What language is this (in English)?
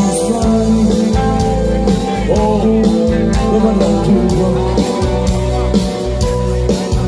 Serbian